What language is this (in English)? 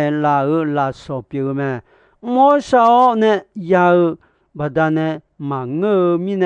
Akha